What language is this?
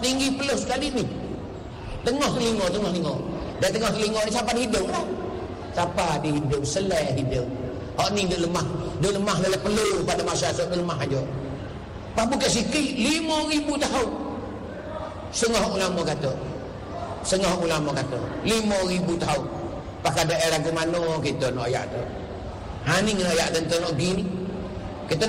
Malay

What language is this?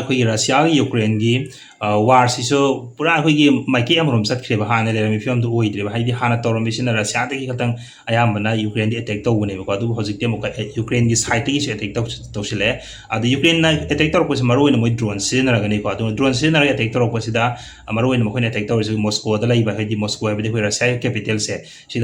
Manipuri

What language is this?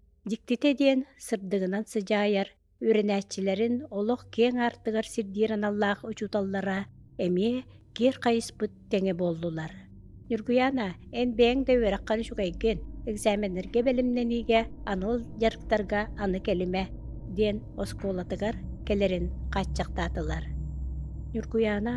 Yakut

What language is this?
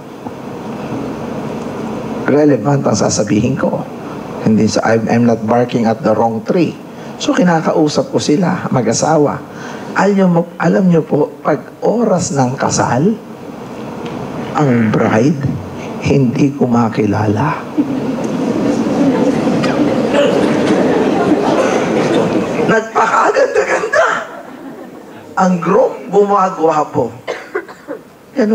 Filipino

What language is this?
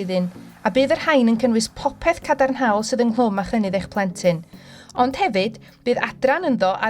Welsh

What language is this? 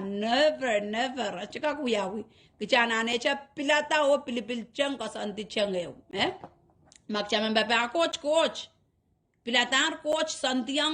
Pohnpeian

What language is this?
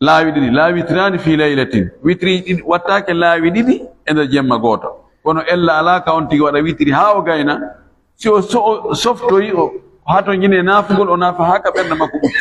Fula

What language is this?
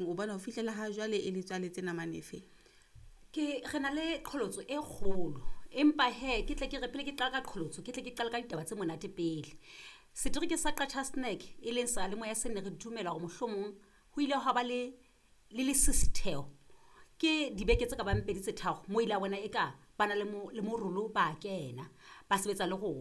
Southern Sotho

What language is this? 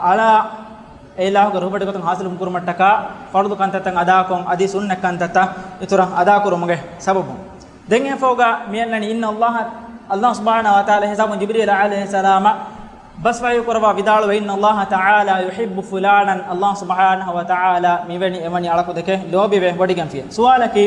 Divehi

